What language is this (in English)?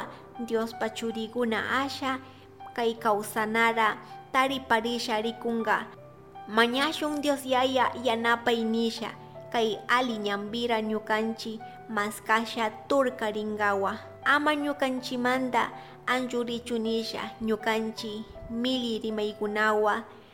Chimborazo Highland Quichua